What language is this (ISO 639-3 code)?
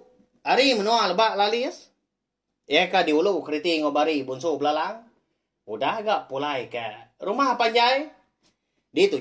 iba